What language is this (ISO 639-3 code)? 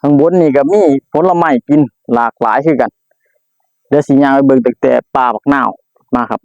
tts